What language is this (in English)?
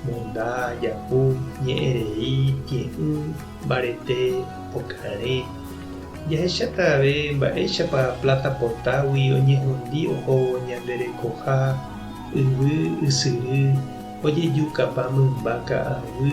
Guarani